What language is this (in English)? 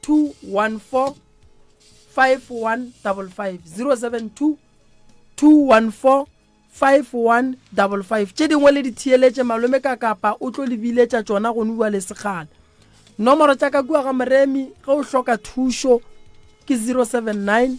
Northern Sotho